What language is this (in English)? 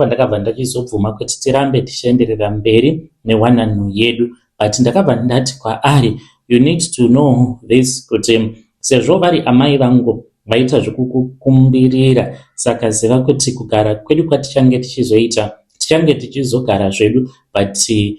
Shona